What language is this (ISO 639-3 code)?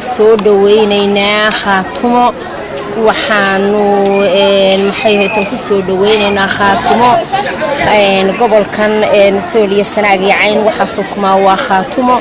som